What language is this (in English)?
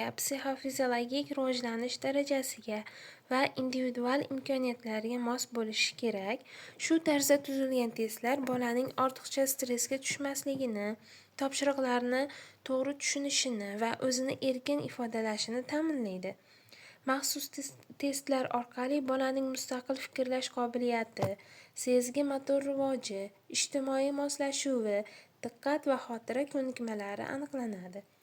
Uzbek